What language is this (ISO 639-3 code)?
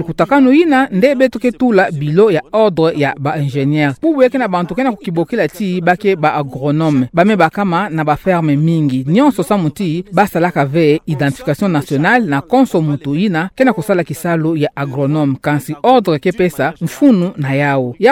ktu